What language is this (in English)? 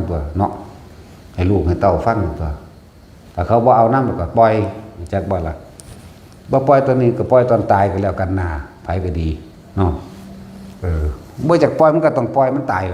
Northeastern Thai